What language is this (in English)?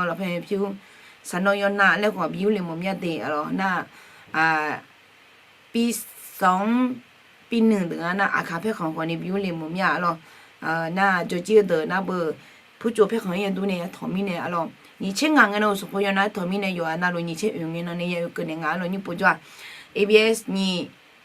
Akha